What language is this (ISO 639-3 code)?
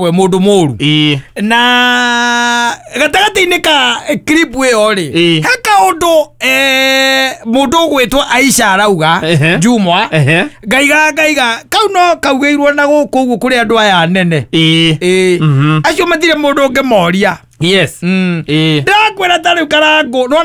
kik